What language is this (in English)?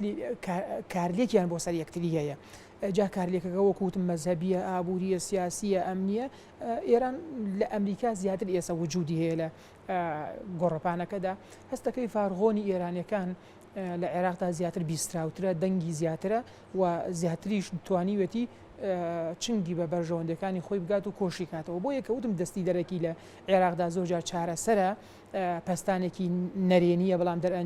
Central Kurdish